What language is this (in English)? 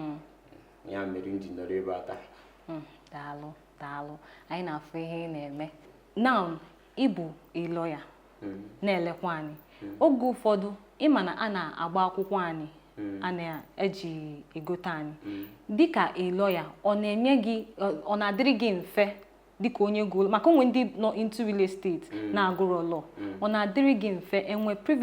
Igbo